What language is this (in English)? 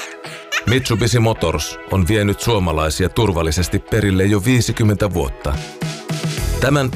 Finnish